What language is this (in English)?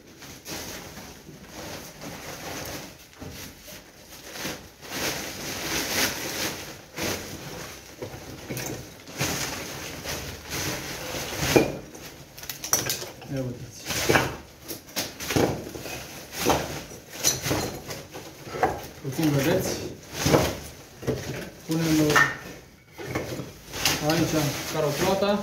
Romanian